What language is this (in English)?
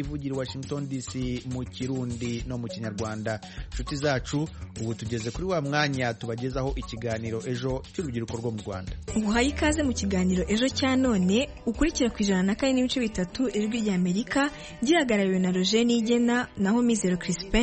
Kinyarwanda